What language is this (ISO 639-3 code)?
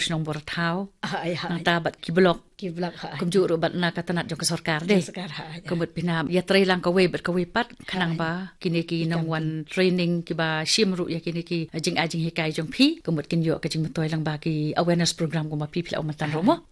kha